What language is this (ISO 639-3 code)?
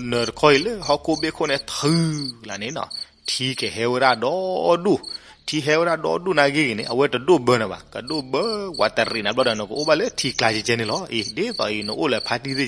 ksw